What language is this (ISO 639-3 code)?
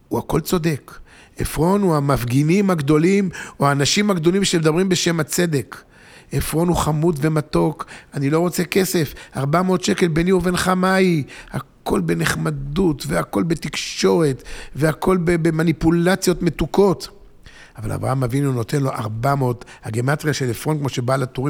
heb